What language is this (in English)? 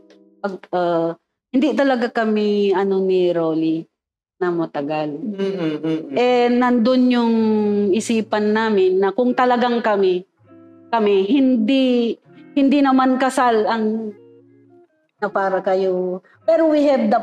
Filipino